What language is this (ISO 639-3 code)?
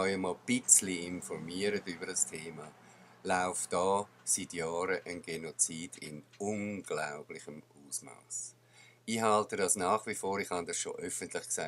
gsw